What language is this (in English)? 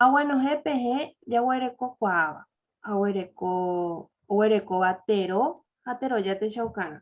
Guarani